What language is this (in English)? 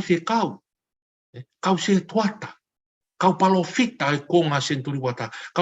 Tongan